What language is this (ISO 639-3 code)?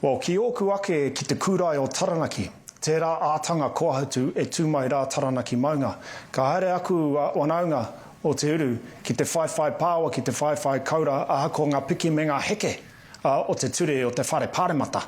mri